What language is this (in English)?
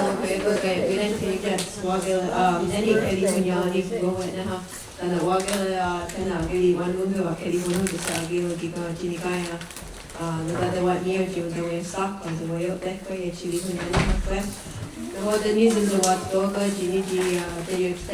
Mohawk